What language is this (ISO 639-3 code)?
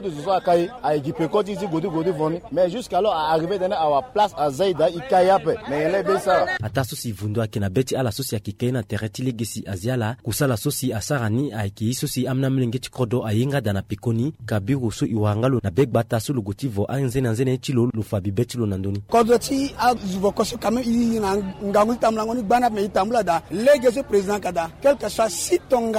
sag